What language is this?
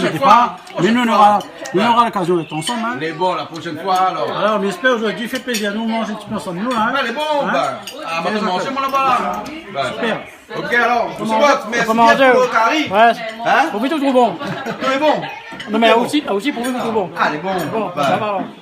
Réunion Creole French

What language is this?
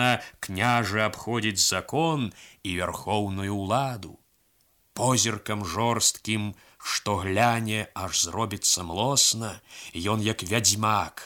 Belarusian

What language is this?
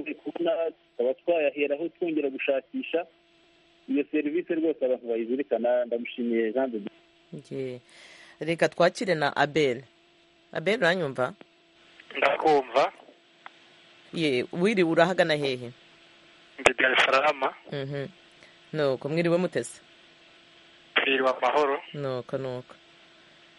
Kinyarwanda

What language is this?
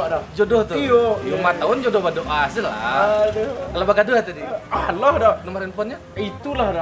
Minangkabau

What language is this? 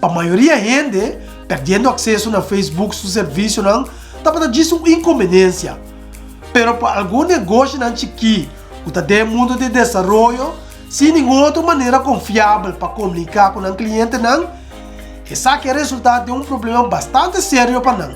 Papiamento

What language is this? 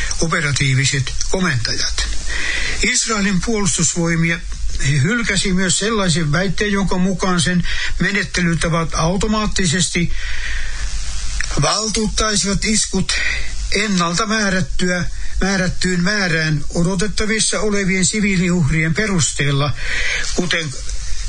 Finnish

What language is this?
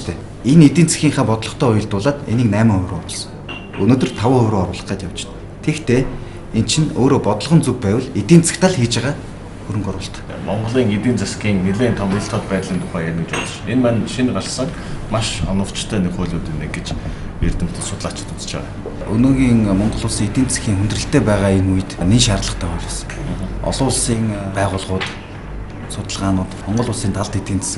Mongolian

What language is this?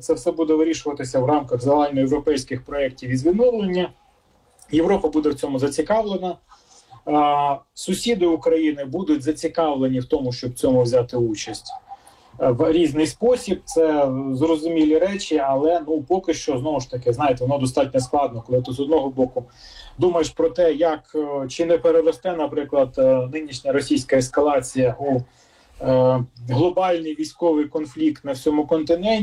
Ukrainian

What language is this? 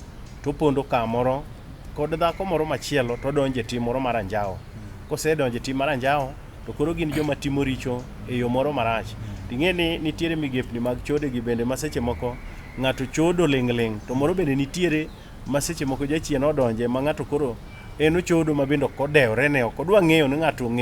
Luo (Kenya and Tanzania)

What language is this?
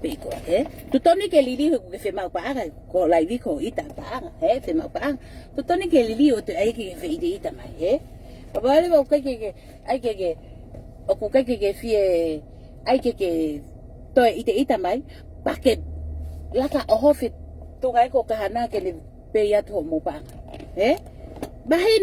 Tongan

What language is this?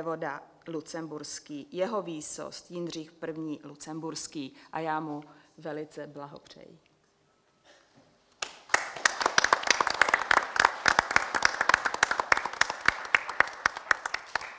Czech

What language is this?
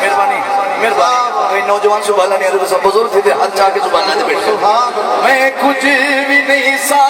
Saraiki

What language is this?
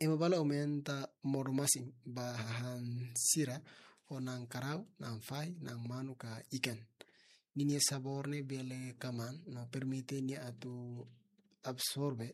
Tetum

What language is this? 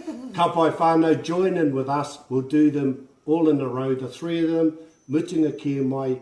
Māori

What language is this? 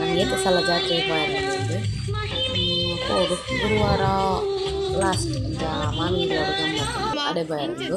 Tulu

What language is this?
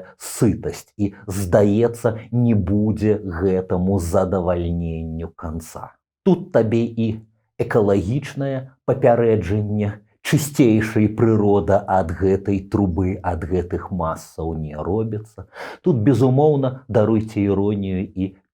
Belarusian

